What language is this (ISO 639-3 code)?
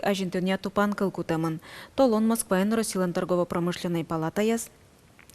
udm